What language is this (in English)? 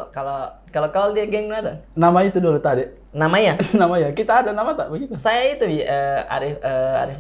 Makassar Malay